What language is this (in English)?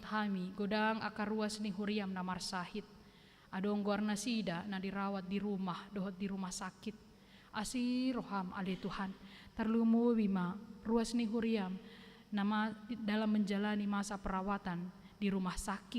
Batak Toba